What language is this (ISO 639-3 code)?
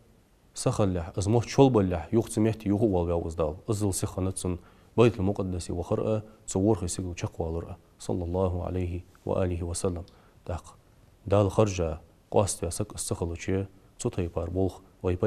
inh